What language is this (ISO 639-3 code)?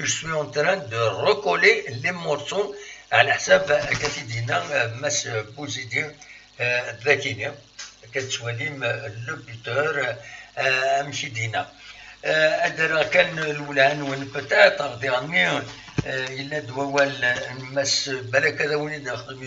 kab